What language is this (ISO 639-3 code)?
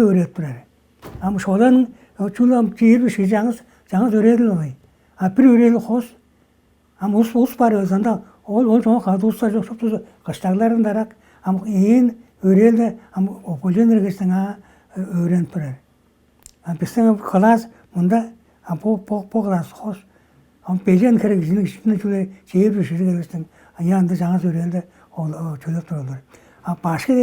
tyv